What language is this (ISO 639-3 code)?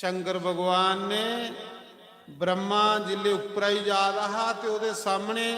doi